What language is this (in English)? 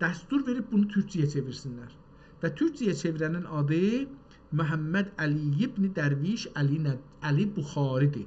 South Azerbaijani